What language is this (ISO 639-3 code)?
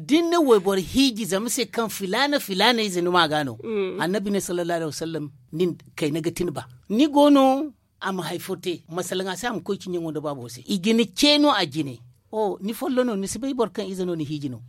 dje